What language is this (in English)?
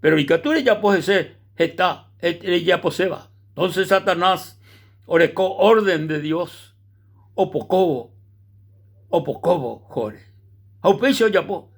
Guarani